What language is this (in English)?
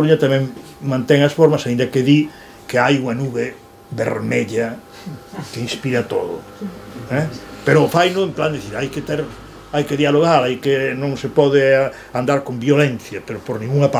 Galician